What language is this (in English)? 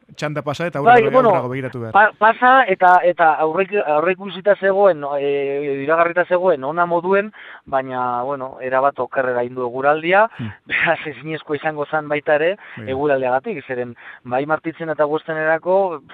Basque